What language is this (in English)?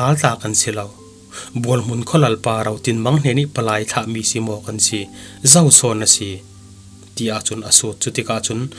Falam Chin